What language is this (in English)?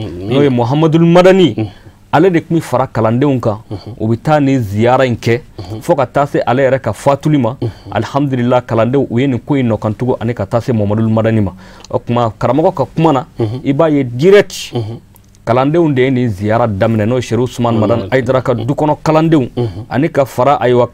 Bambara